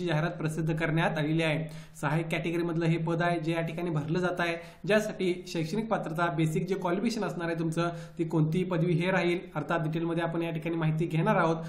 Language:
Marathi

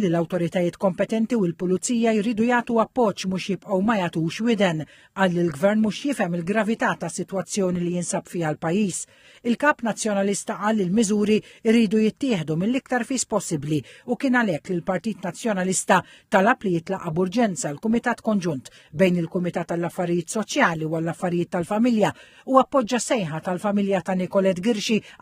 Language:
Maltese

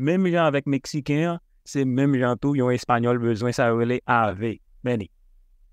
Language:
Haitian Creole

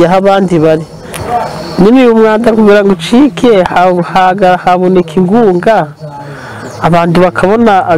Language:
Kinyarwanda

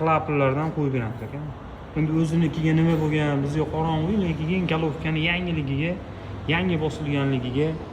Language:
Uzbek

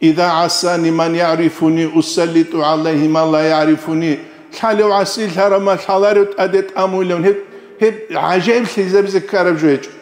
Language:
Avaric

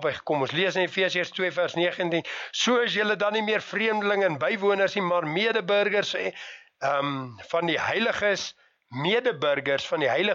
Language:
Afrikaans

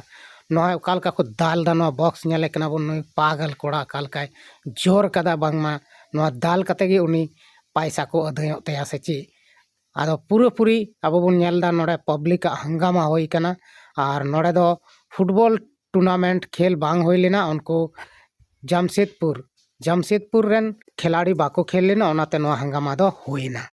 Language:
Santali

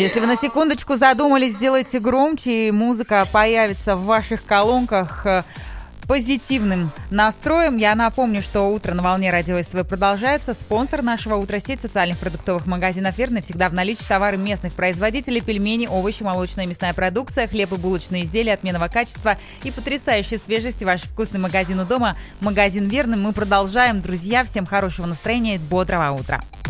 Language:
Russian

